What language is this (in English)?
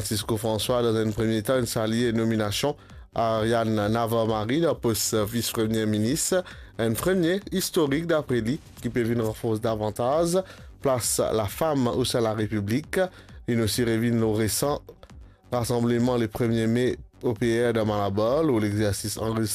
Morisyen